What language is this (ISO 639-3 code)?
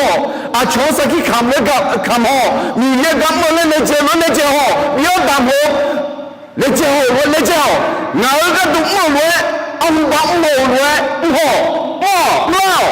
ahk